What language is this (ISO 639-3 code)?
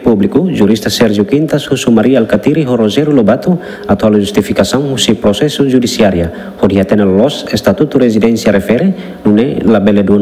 tet